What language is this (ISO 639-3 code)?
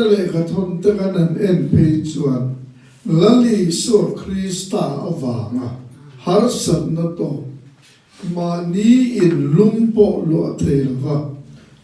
lus